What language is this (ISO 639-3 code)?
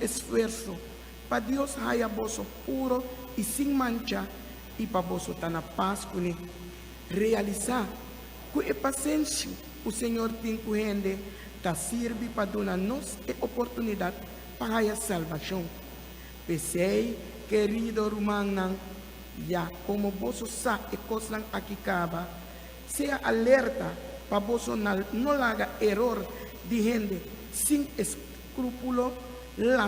pap